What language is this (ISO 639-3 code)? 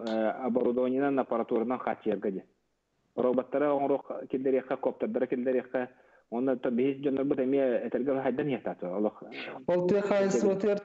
sah